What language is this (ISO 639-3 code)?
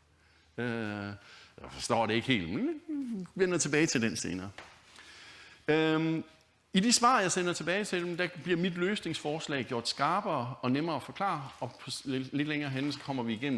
dan